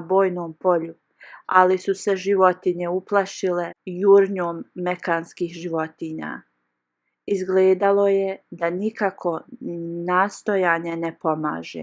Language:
Bosnian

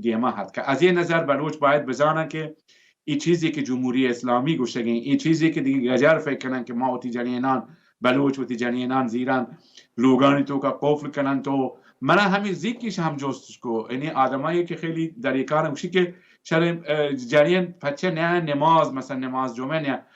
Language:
Baluchi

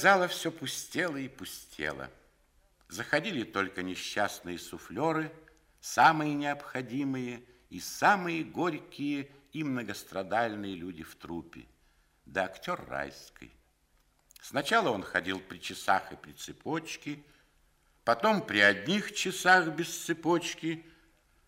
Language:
Russian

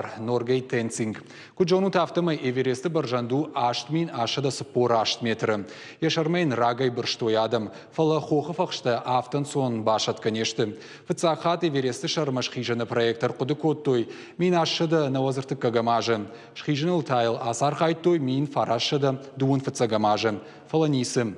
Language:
Ossetic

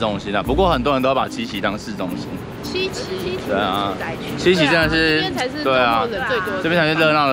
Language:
Chinese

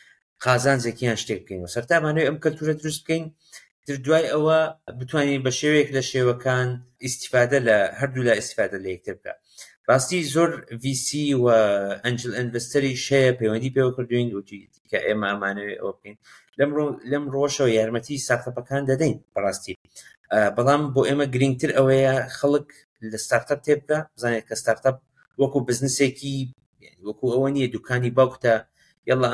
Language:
Central Kurdish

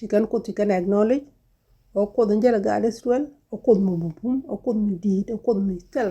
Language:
Nuer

